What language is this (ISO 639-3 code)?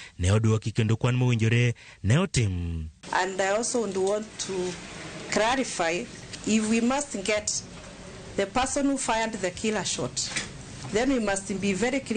luo